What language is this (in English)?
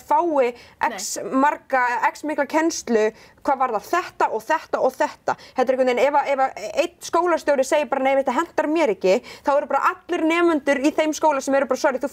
Icelandic